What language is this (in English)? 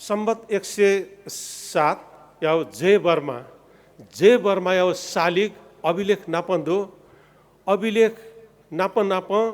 Newari